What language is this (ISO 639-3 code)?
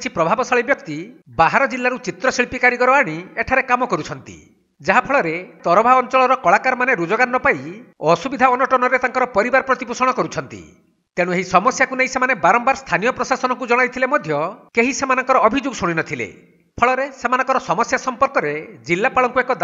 ori